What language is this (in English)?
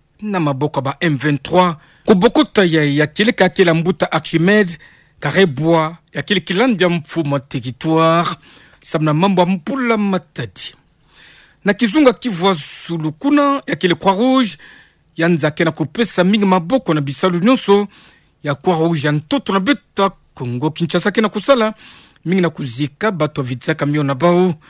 Kituba (Democratic Republic of Congo)